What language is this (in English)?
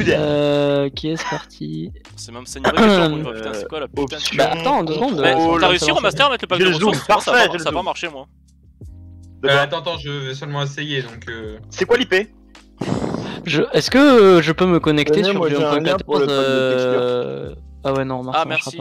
French